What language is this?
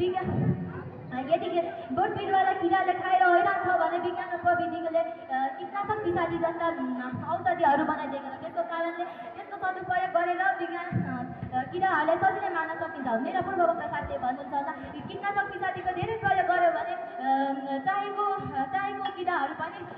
Nepali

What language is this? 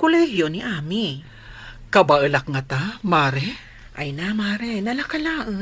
Iloko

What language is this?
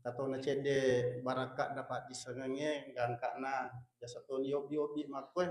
Buginese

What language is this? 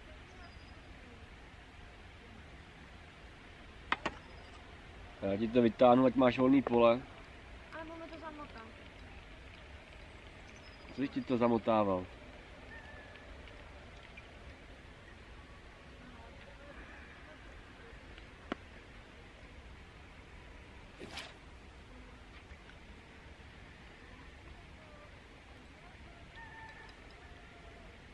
Czech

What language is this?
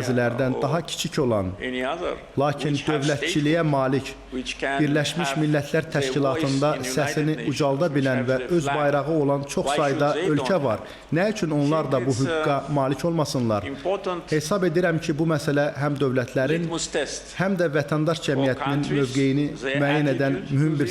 Azerbaijani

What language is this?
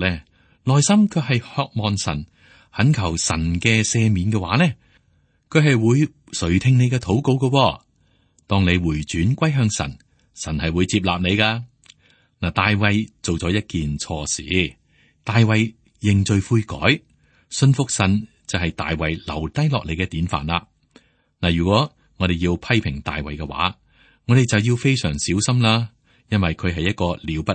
Cantonese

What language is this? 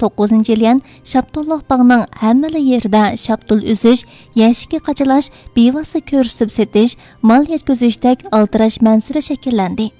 Uyghur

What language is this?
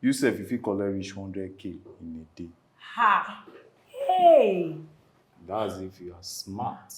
Nigerian Pidgin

